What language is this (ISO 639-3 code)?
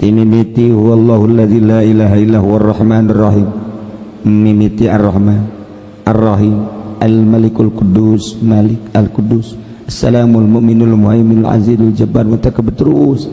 sun